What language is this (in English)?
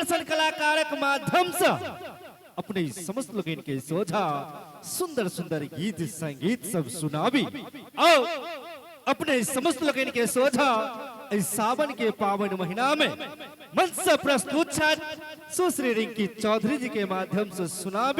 Maithili